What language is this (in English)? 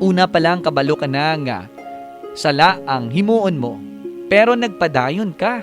Hiligaynon